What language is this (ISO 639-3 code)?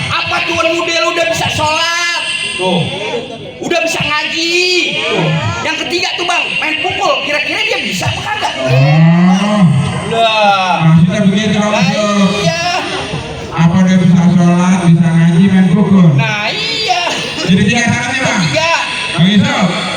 bew